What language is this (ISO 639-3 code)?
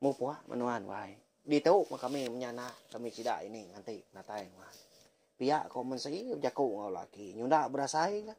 iba